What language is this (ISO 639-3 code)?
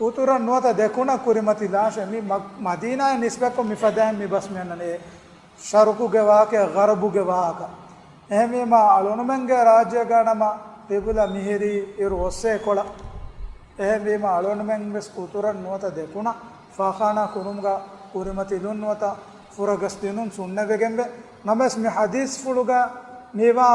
div